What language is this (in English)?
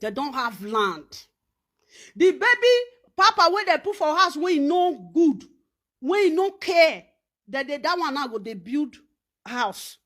Nigerian Pidgin